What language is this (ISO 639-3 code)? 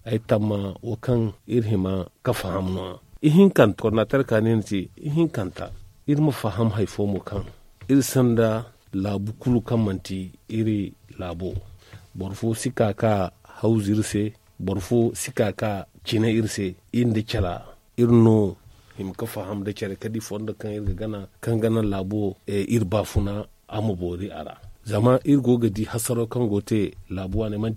dje